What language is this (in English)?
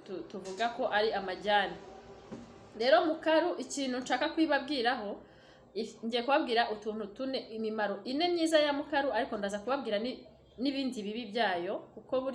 Kinyarwanda